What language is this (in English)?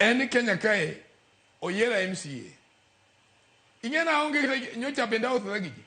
Luo (Kenya and Tanzania)